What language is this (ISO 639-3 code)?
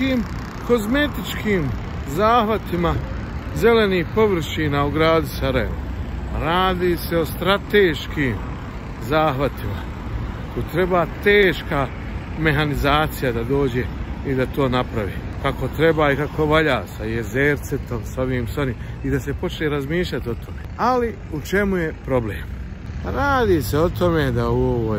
bos